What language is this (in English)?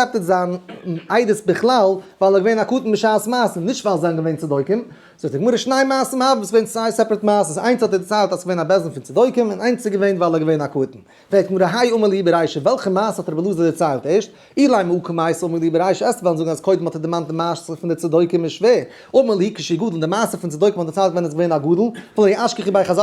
Yiddish